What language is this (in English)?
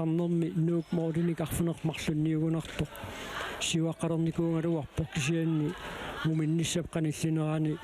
Kalaallisut